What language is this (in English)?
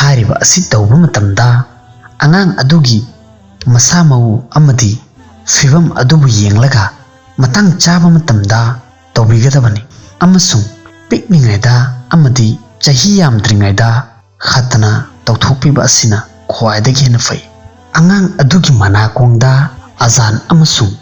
Manipuri